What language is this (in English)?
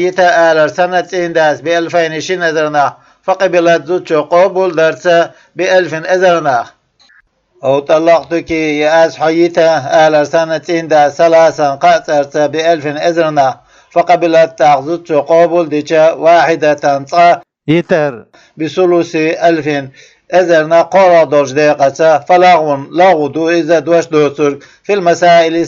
Chechen